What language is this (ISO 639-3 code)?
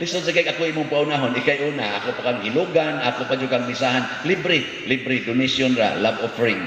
ceb